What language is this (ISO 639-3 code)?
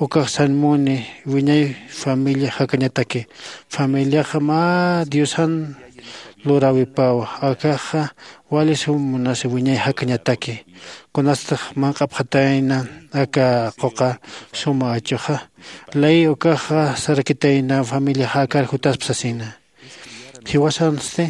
aym